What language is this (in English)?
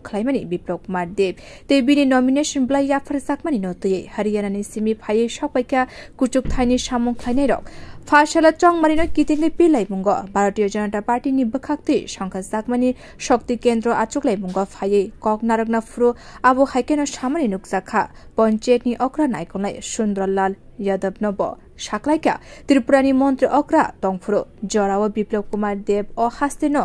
Kok Borok